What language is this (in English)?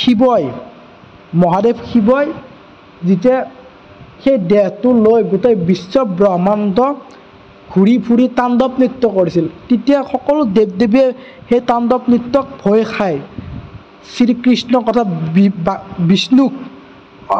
Assamese